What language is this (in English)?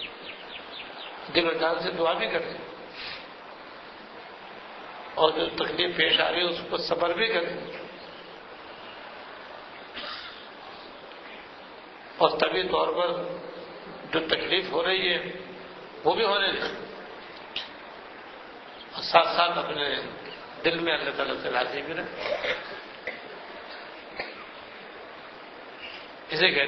Urdu